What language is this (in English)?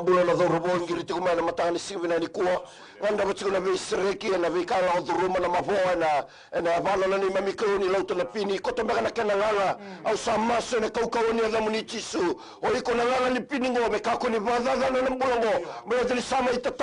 Fijian